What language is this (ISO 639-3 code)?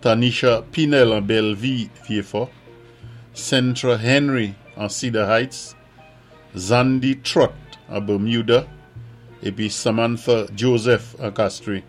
acf